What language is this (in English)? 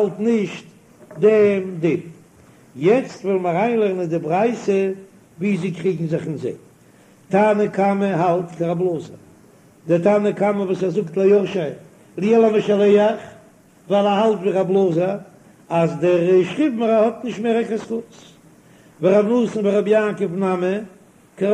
Yiddish